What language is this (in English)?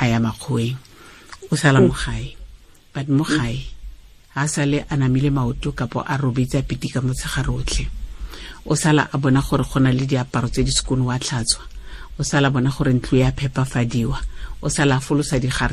Tswana